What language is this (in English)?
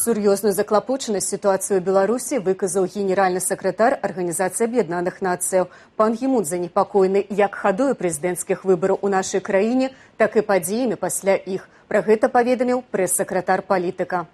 Belarusian